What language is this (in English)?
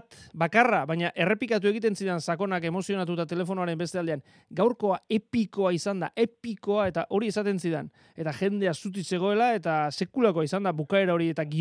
Basque